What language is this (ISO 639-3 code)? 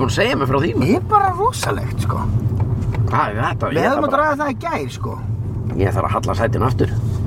isl